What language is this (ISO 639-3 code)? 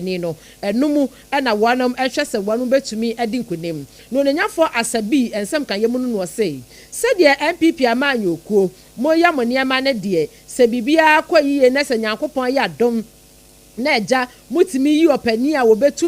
aka